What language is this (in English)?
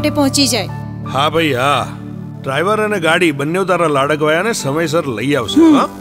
Gujarati